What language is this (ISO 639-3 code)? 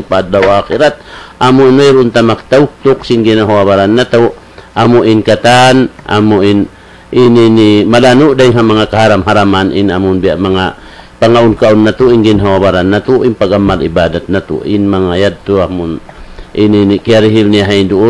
tsg